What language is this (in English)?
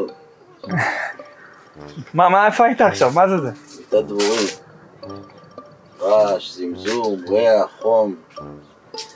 Hebrew